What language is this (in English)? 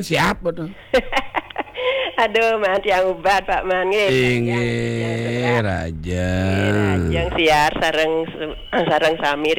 Balinese